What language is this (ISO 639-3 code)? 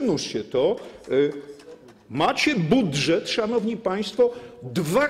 pol